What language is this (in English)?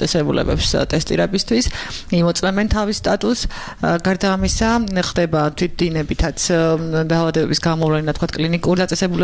Georgian